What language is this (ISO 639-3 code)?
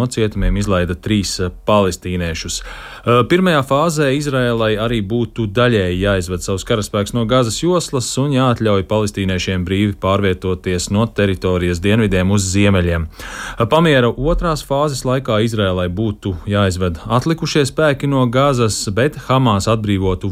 lav